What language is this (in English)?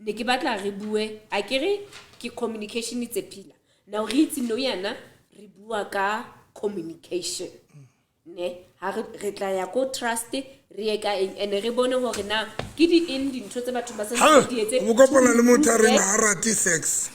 Southern Sotho